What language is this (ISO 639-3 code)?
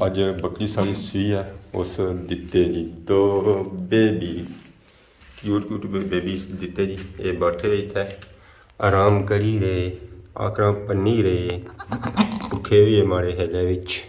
phr